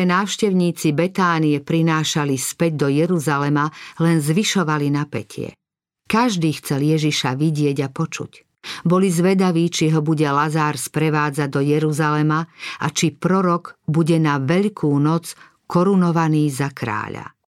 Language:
Slovak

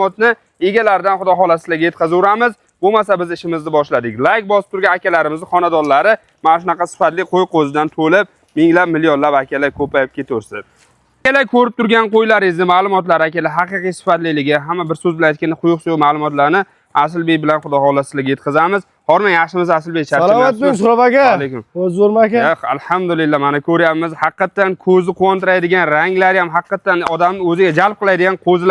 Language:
Uzbek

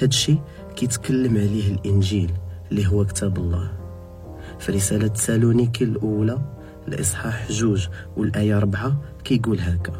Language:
Moroccan Arabic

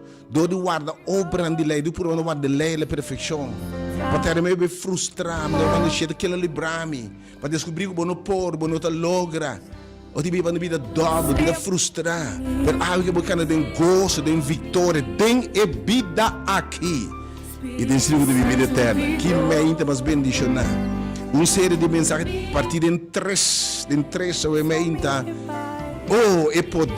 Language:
Papiamento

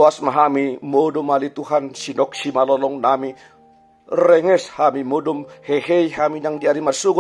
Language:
Batak Toba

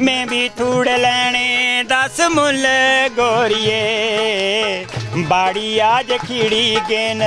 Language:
Dogri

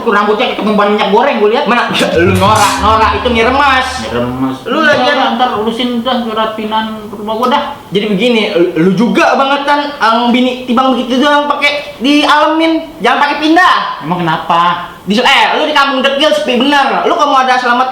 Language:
Betawi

